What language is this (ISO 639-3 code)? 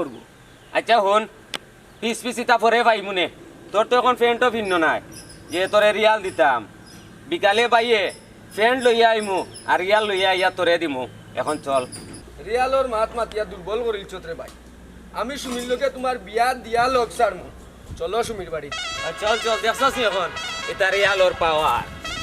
syl